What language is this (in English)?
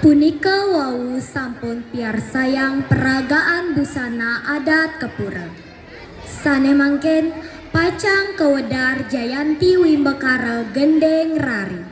Balinese